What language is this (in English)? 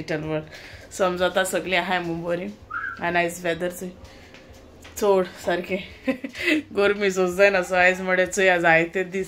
Konkani